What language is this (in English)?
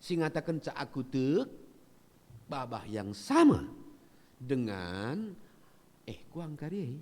Batak Karo